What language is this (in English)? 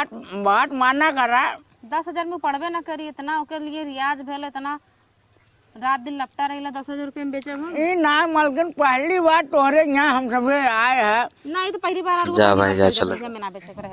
Awadhi